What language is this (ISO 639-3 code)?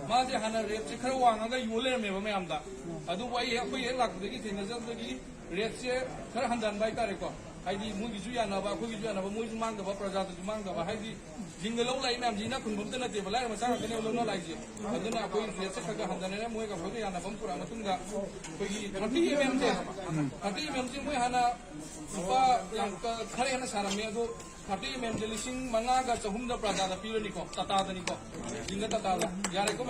mni